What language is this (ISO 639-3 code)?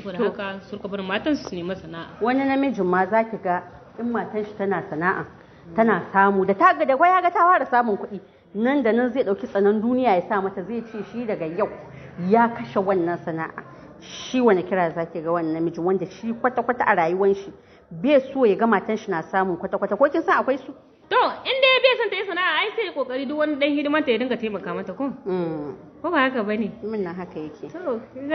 hau